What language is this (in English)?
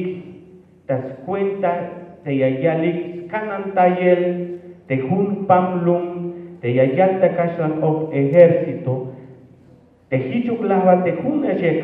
Tzeltal